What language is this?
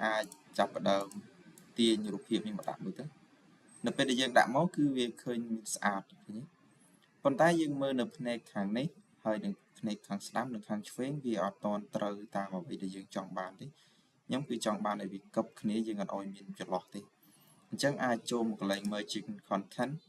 Khmer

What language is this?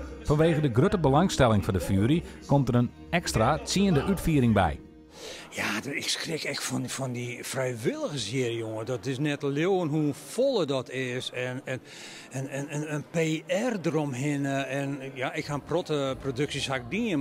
Western Frisian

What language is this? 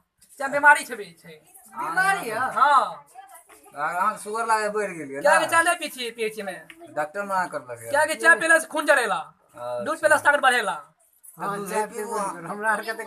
Maithili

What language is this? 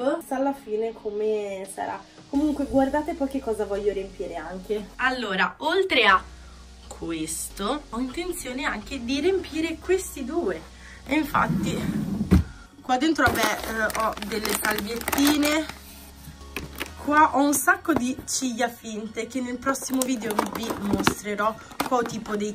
Italian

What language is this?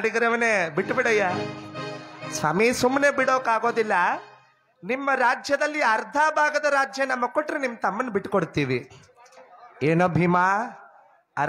Kannada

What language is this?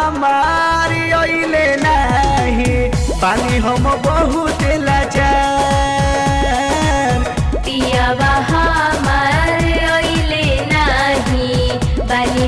Bhojpuri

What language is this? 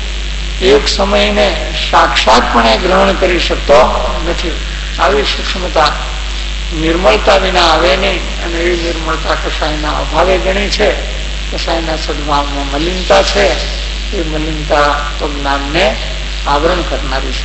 Gujarati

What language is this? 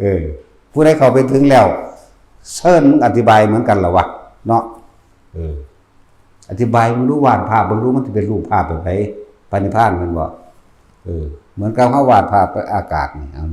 Northeastern Thai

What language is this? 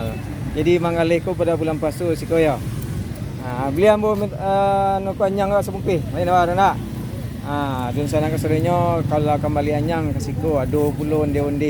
Minangkabau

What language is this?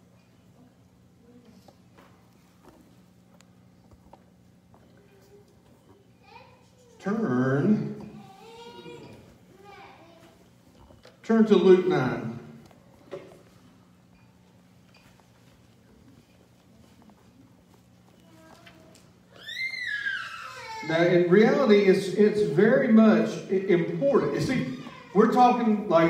English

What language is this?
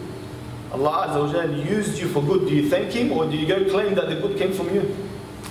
English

